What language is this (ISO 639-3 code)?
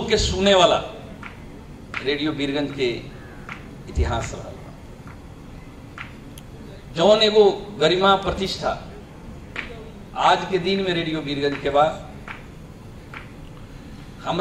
bho